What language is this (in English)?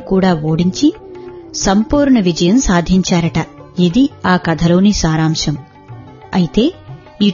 Telugu